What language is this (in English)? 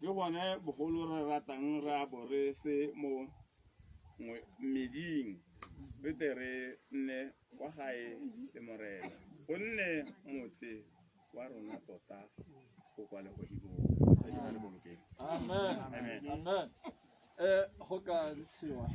Tswana